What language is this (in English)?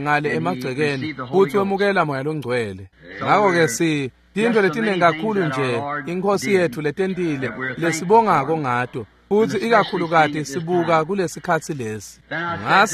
Swati